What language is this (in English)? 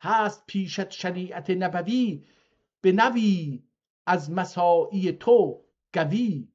South Azerbaijani